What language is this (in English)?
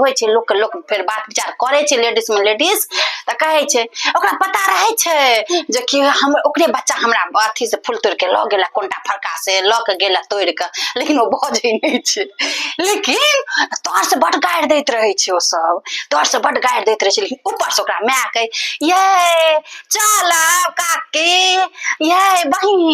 Maithili